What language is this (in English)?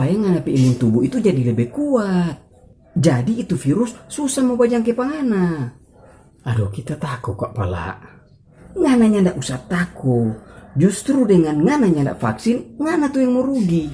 Manado Malay